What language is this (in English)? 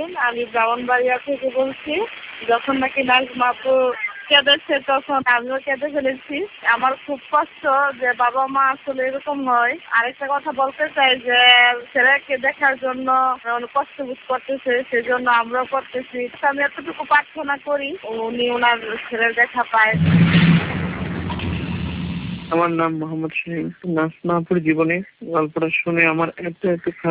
Bangla